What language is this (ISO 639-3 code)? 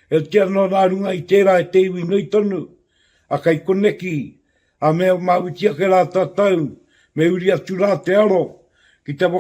mri